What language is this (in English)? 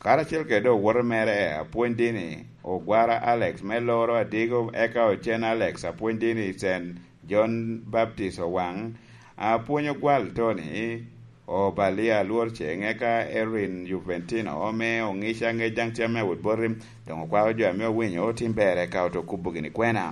Lango (Uganda)